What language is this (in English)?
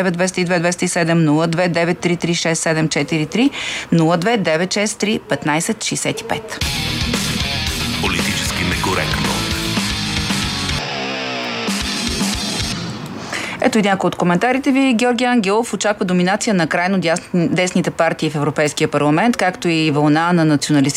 Bulgarian